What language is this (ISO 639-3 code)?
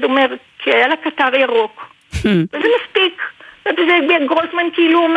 heb